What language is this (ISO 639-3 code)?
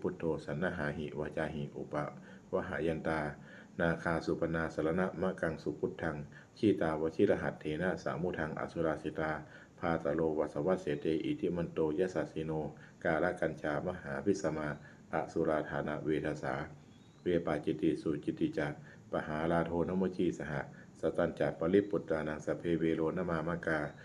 pli